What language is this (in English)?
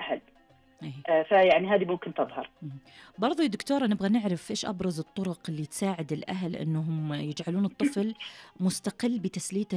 Najdi Arabic